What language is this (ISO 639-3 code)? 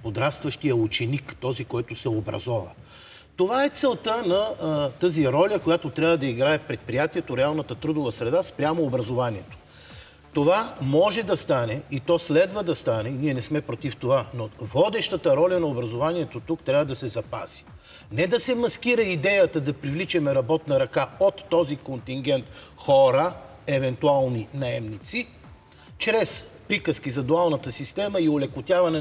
bul